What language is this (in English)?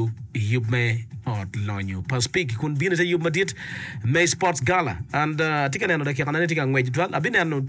Acoli